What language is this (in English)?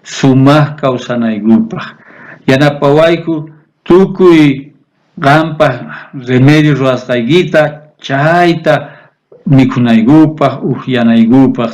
South Bolivian Quechua